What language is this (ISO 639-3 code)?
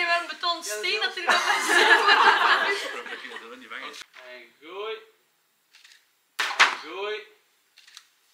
nld